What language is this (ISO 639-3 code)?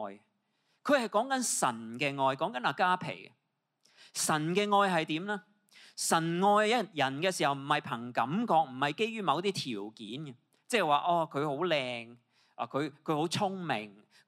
yue